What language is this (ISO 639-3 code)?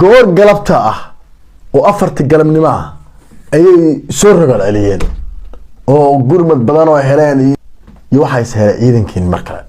som